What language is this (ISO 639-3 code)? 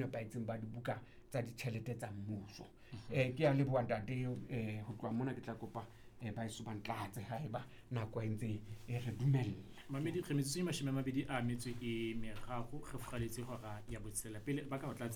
sot